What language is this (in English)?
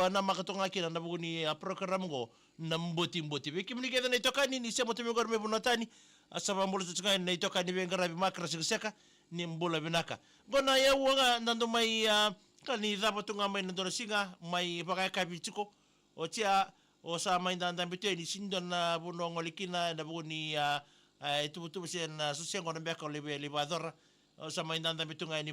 Fijian